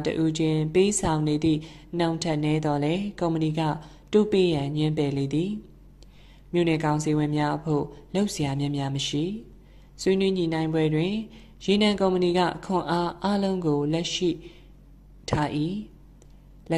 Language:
Burmese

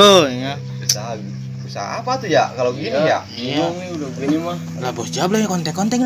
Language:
Betawi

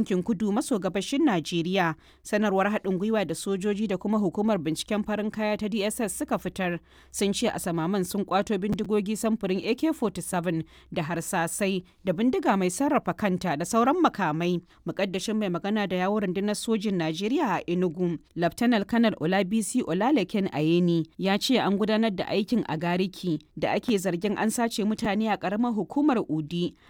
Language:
Hausa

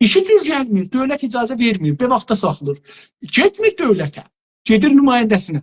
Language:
South Azerbaijani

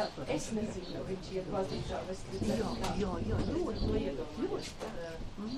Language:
Latvian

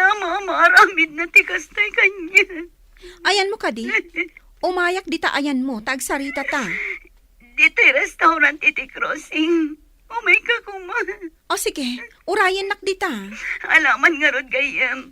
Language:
Iloko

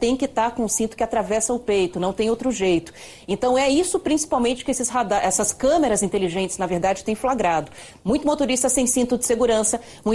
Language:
Portuguese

